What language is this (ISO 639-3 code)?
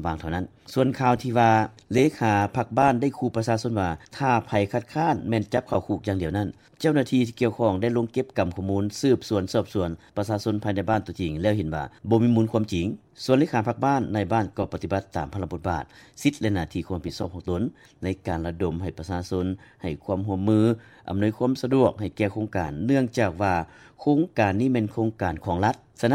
lao